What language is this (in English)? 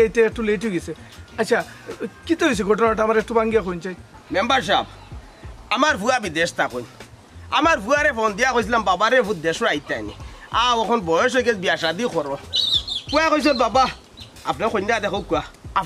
Sylheti